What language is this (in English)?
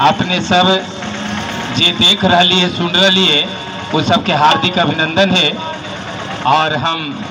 Magahi